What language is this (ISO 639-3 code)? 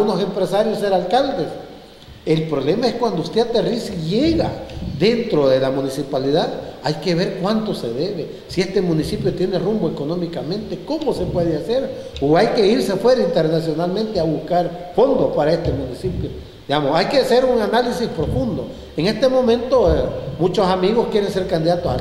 spa